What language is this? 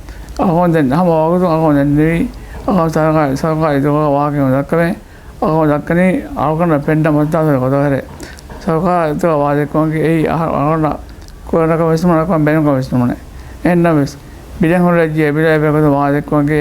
Divehi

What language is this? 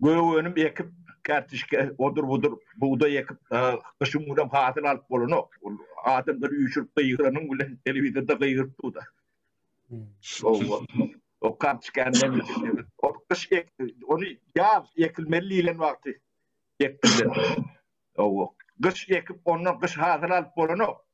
Turkmen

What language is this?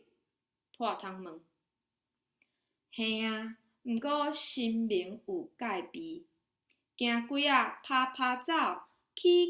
Min Nan Chinese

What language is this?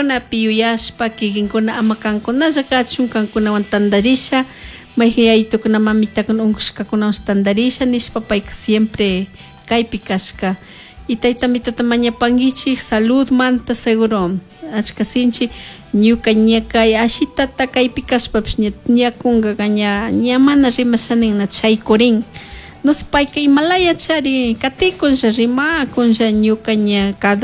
Chimborazo Highland Quichua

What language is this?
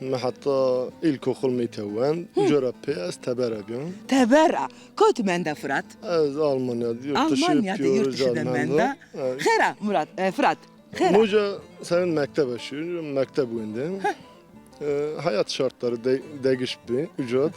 Zaza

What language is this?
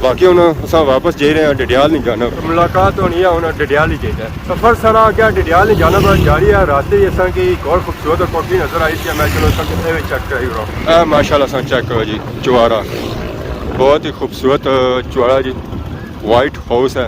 Pahari-Potwari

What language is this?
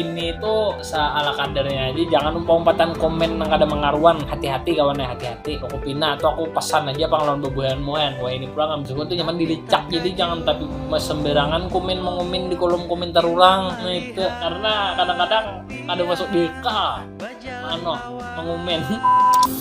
Banjar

